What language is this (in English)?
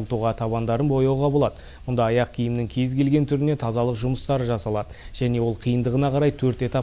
Kyrgyz